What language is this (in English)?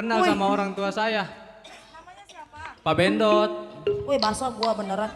Betawi